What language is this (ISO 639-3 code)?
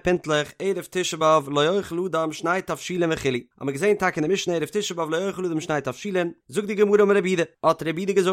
yid